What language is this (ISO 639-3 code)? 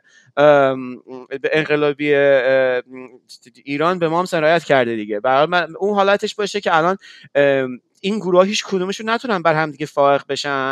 fas